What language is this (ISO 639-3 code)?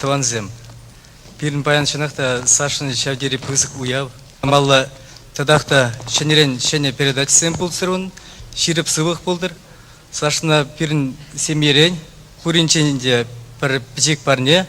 chv